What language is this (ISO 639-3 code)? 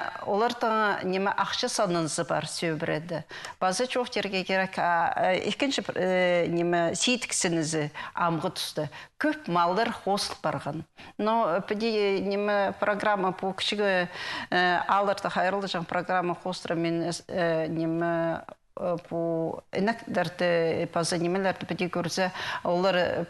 kjh